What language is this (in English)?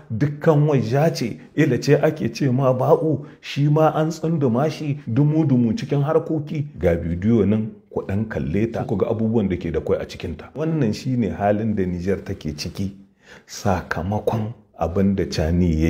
Hausa